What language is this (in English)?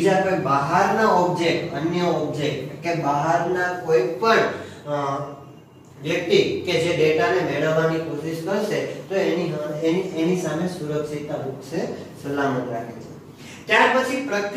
Gujarati